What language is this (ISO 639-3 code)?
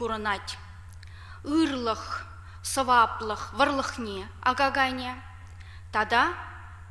chv